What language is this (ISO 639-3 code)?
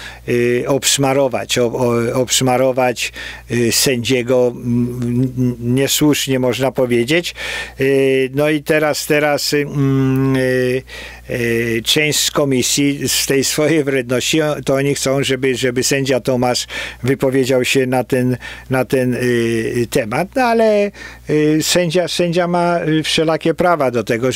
pol